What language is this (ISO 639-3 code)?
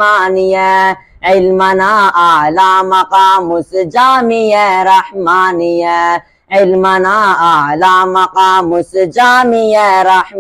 brh